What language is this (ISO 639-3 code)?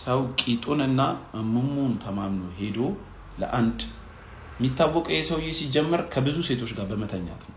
amh